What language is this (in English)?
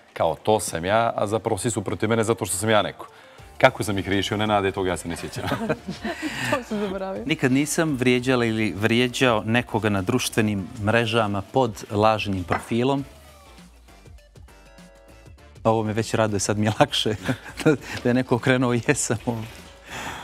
Bosnian